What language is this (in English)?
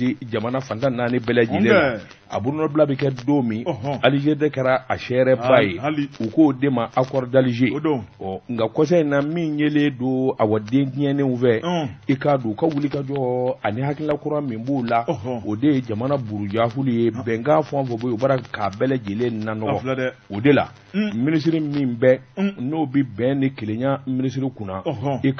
Bambara